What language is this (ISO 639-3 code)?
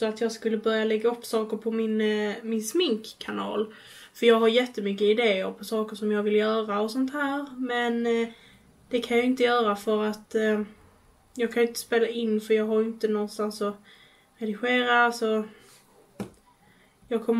swe